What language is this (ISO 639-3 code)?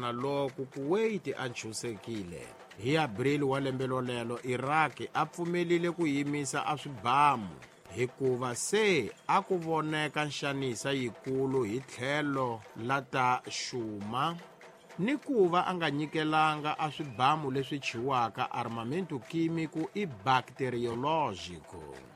tso